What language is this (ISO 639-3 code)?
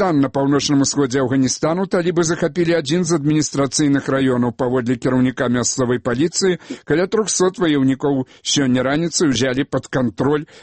bel